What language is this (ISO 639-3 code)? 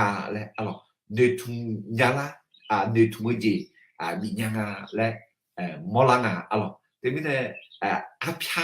ahk